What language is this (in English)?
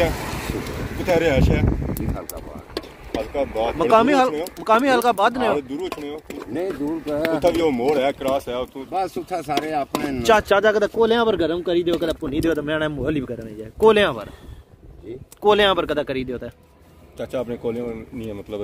Pahari-Potwari